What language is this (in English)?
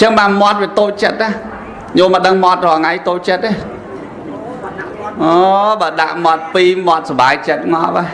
Khmer